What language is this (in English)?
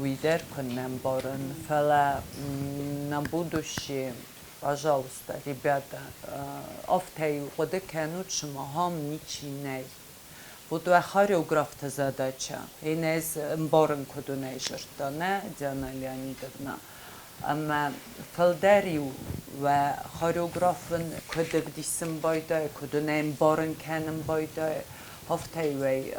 Ossetic